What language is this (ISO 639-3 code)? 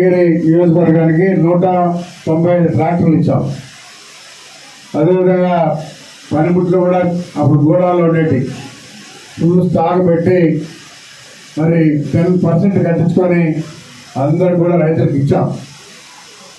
tel